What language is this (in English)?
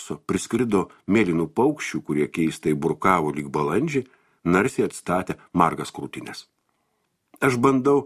Lithuanian